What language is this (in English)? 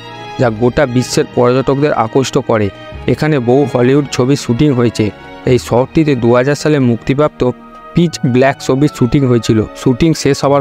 Bangla